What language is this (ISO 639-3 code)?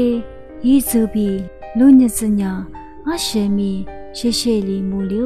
lis